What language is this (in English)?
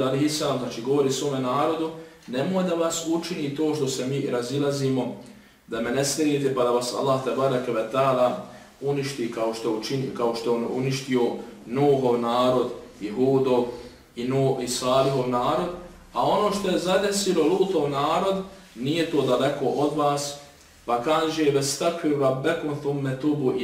Bosnian